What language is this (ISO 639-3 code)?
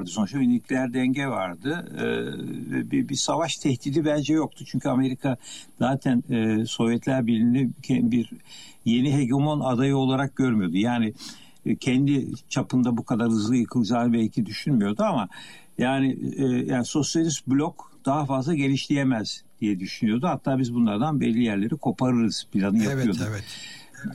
tur